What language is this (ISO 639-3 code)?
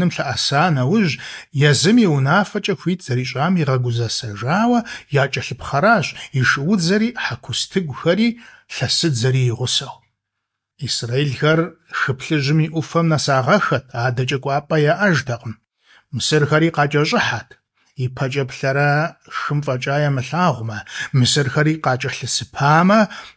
kbd